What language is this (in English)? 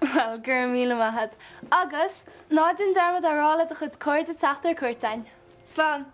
Irish